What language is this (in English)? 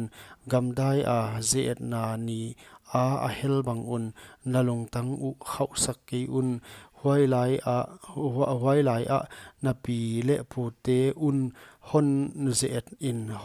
Paite Chin